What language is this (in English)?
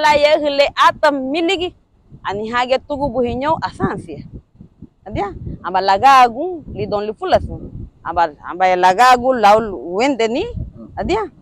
Garifuna